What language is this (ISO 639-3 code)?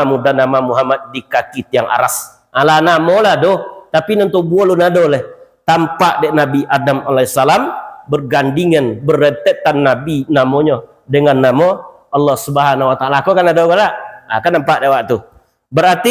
min